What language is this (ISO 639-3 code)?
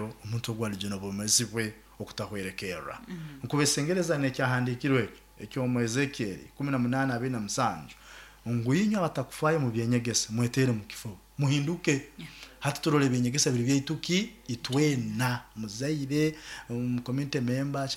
nyo